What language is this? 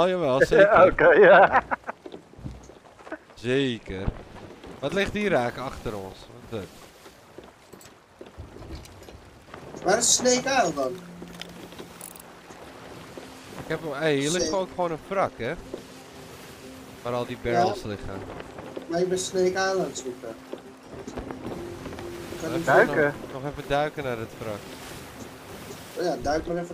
Dutch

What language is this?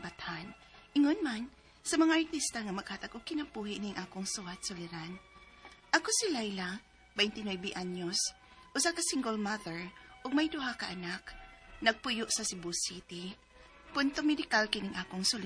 Cebuano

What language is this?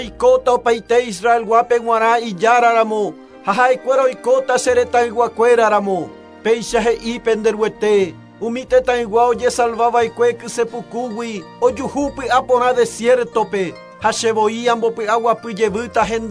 Guarani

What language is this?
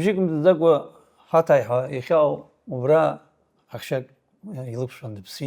Abkhazian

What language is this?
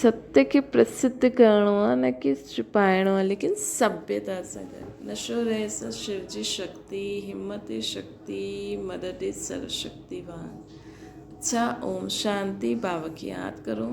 Sindhi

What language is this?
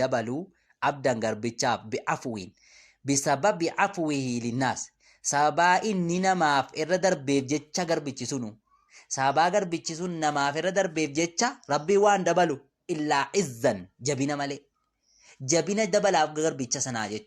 Oromo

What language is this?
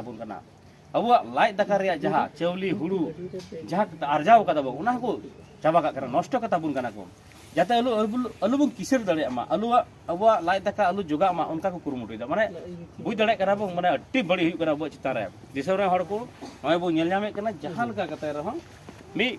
Santali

